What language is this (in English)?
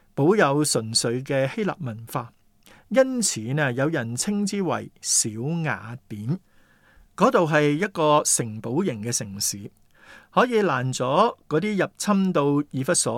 Cantonese